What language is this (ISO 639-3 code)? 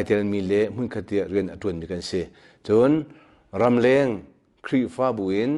cnh